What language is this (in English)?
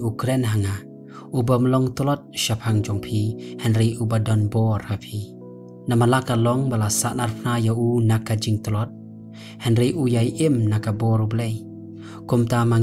Khasi